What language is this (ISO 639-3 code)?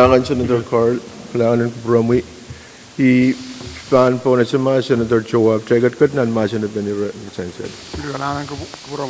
pon